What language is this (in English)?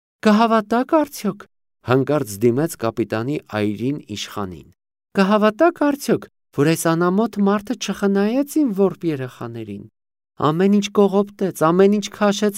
Armenian